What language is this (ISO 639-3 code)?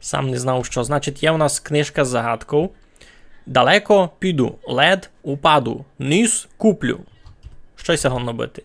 rue